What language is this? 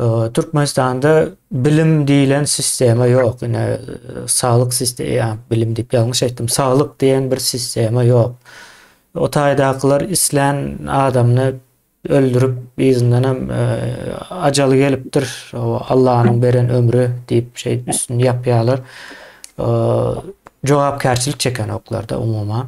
Turkmen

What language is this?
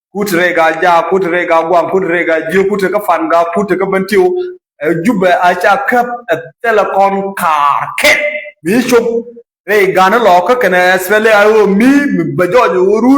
Nuer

